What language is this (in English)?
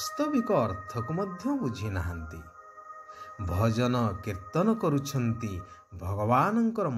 Odia